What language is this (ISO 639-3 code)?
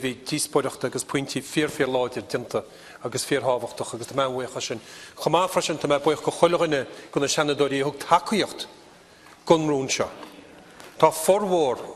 gle